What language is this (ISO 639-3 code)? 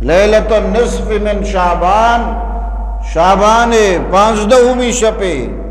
bgp